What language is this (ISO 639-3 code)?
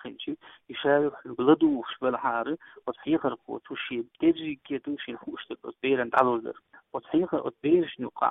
che